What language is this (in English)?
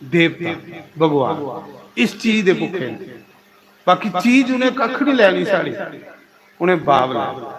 Dogri